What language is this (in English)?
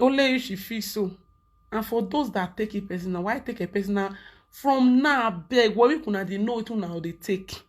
Nigerian Pidgin